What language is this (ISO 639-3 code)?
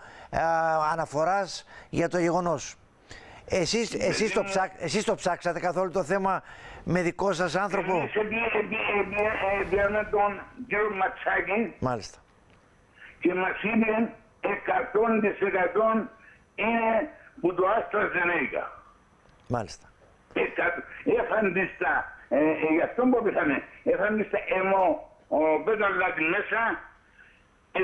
ell